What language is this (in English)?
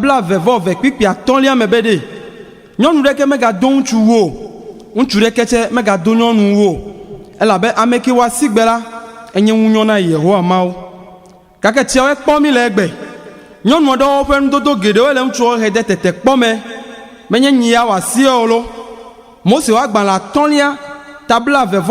Ewe